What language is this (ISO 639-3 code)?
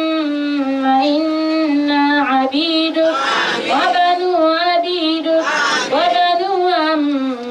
dag